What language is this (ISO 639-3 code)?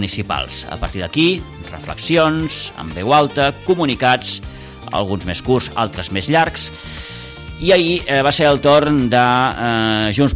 cat